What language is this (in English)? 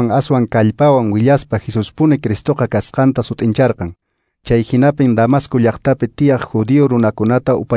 Quechua